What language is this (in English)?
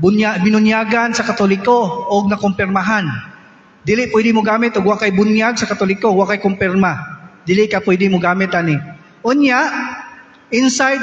Cebuano